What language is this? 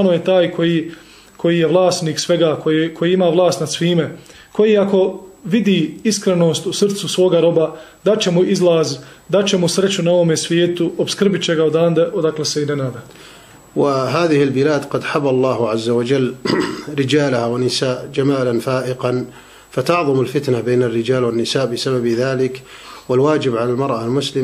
Bosnian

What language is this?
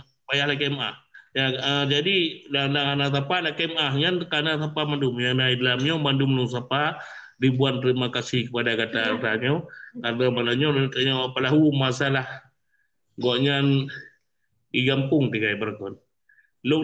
Achinese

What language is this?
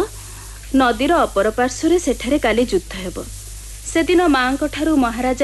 Odia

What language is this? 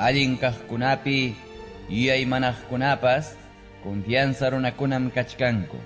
Ayacucho Quechua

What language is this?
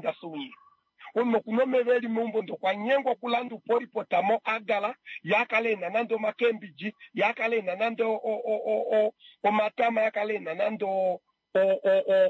Kuanyama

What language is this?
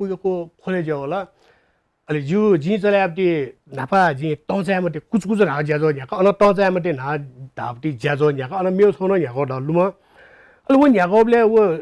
Newari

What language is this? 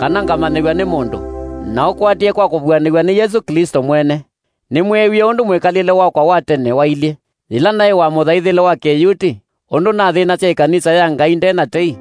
Kamba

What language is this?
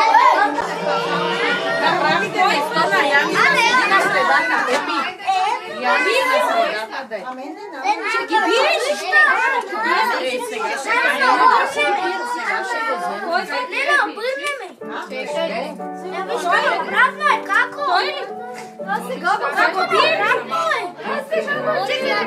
Bulgarian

